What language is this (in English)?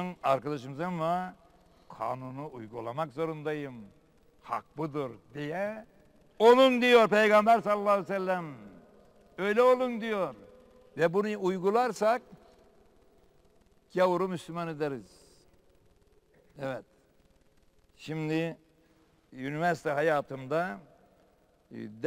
Turkish